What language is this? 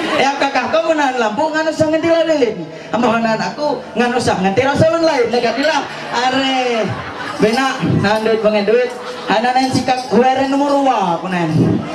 Ma'anyan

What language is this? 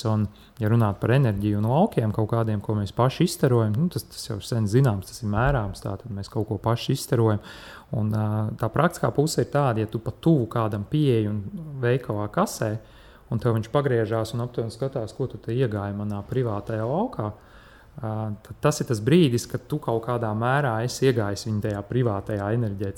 Latvian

